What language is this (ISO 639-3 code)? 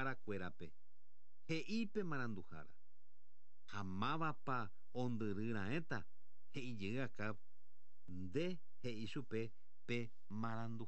grn